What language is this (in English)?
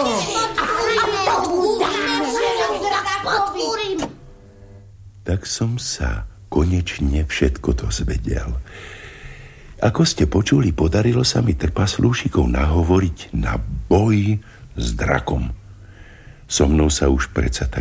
Slovak